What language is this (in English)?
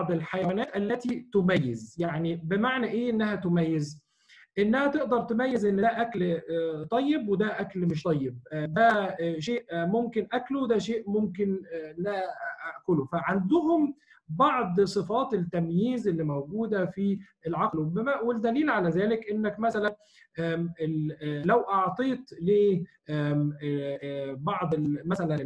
Egyptian Arabic